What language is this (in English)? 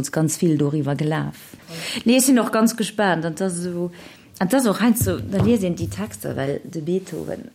Luxembourgish